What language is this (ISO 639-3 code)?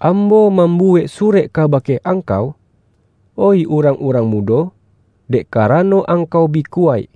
min